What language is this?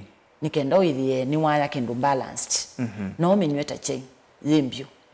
Kamba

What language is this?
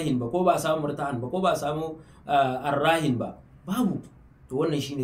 Hausa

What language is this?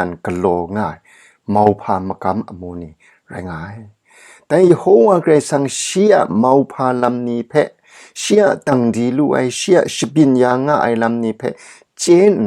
Kachin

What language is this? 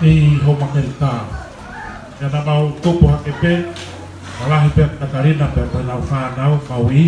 Tongan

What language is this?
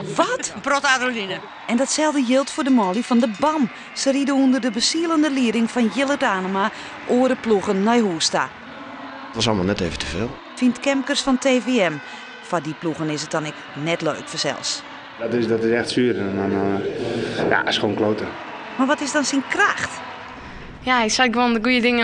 Western Frisian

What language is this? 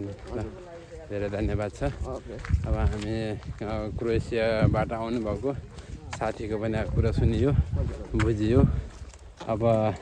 Nepali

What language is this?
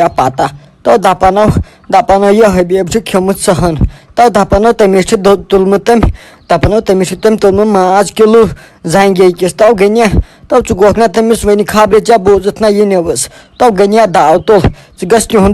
Kashmiri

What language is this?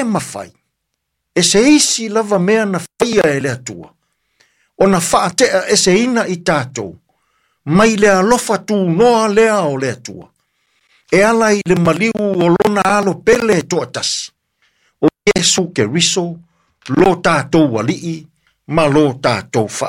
Samoan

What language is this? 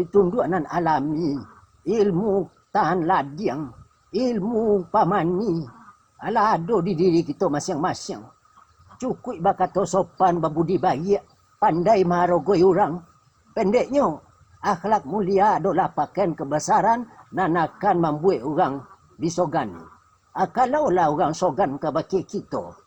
Minangkabau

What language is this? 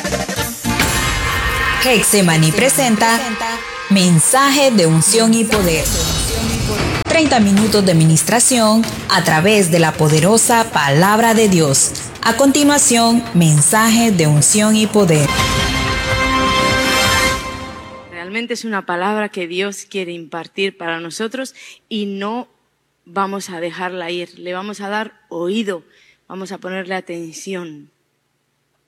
Spanish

